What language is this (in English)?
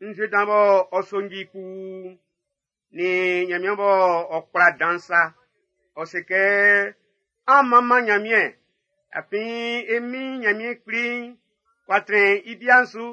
Baoulé